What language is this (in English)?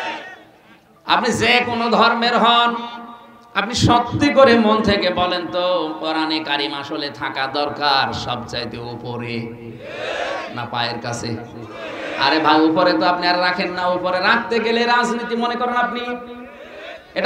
Bangla